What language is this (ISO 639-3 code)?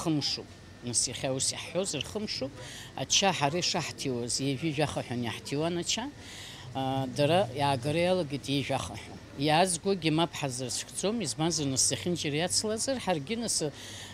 abk